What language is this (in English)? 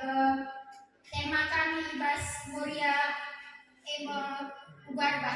Batak Karo